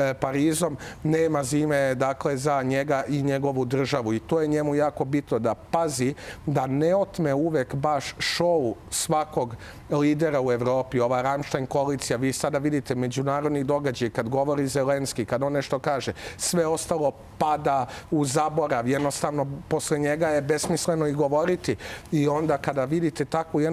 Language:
Serbian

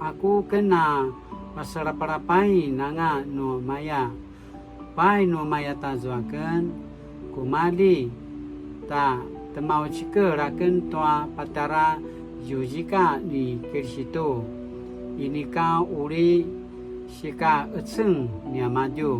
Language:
Paiwan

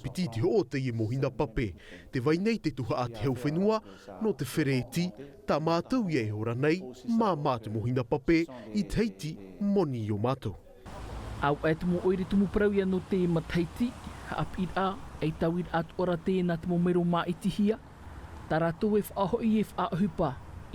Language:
Tahitian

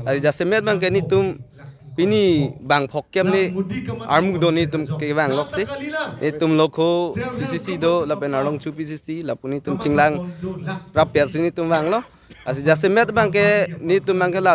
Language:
Karbi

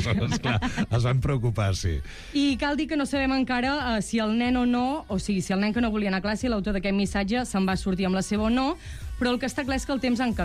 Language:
Catalan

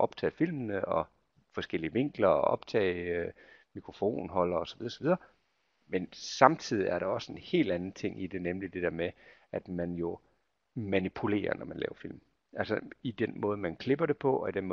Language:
Danish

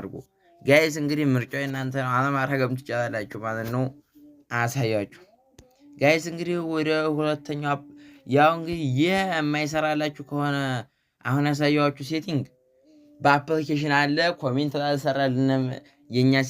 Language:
Amharic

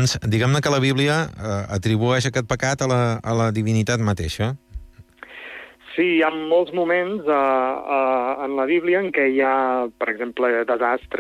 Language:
Catalan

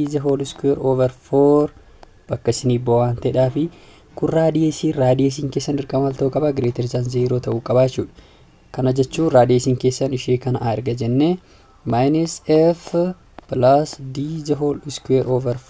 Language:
Oromo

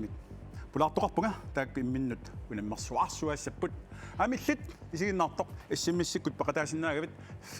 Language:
Kalaallisut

